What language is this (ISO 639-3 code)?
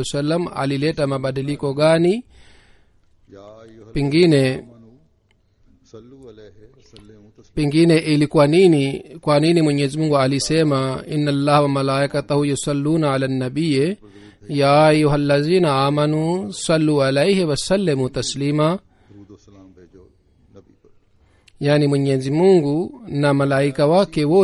swa